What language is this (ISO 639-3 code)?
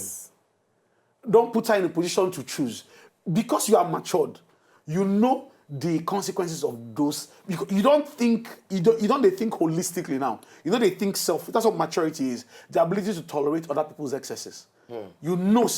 pcm